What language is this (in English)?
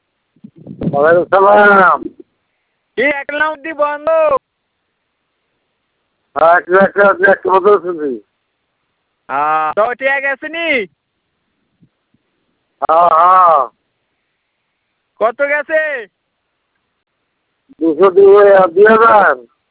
Bangla